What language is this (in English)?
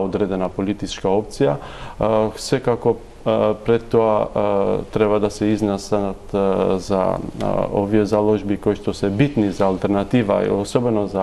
Macedonian